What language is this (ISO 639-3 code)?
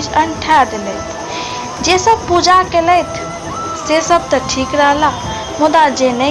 mai